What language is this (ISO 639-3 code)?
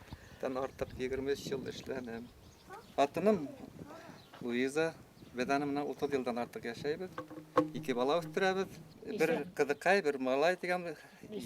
bak